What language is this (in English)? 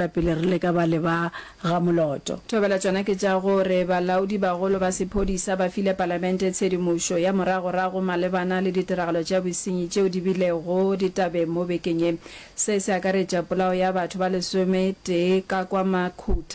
Northern Sotho